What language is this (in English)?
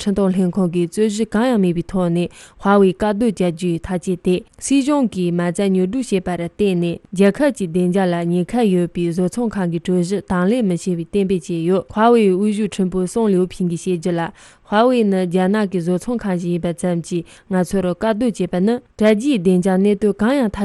Tibetan